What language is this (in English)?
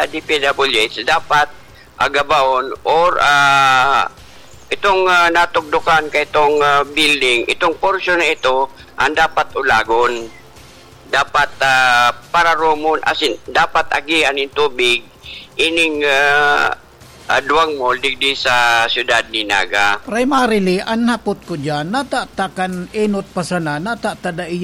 Bikol